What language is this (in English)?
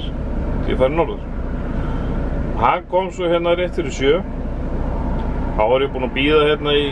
Icelandic